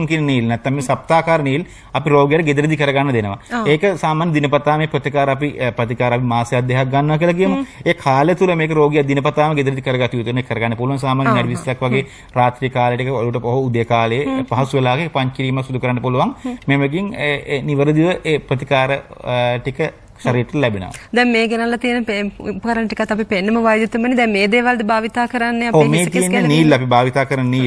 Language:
Sinhala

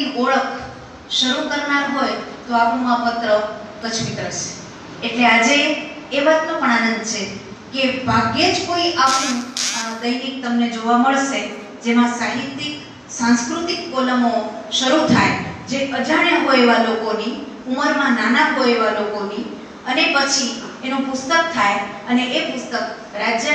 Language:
Gujarati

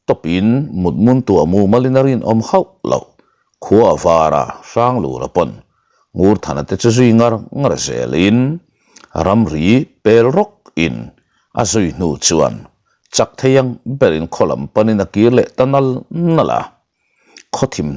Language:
Mizo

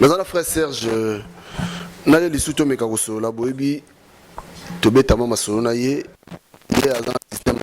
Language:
Lingala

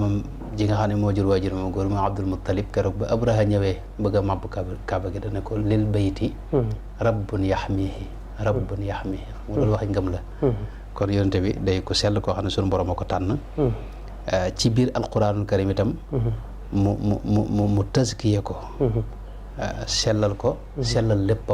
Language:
Wolof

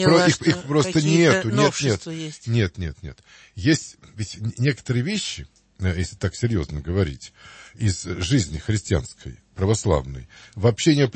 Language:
Russian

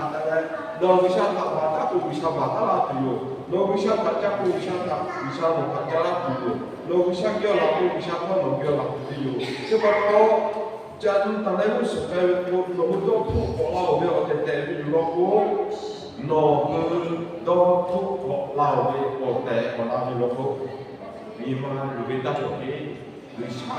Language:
Lahu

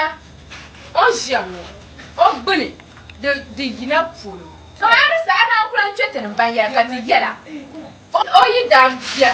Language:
Dagbani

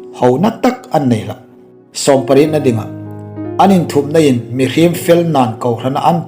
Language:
Hmar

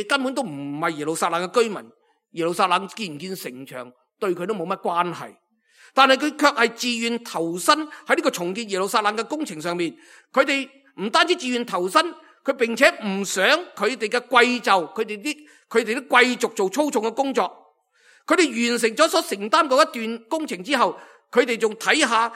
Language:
Cantonese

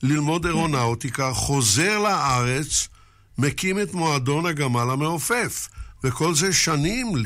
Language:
Hebrew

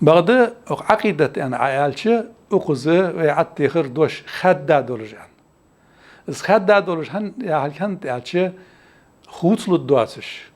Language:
Ingush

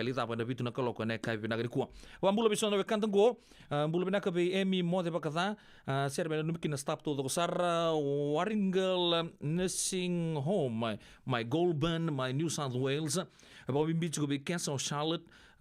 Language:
Fijian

